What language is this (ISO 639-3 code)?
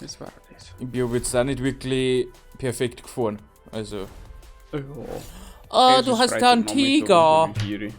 bar